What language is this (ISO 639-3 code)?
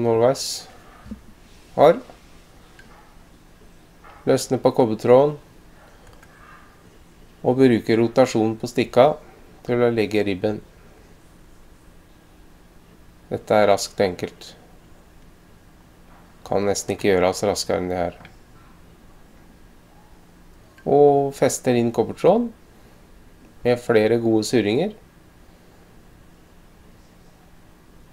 nor